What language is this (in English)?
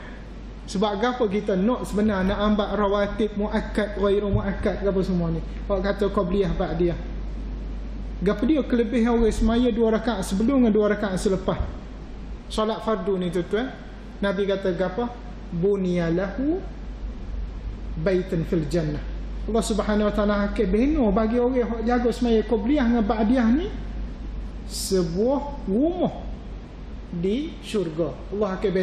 Malay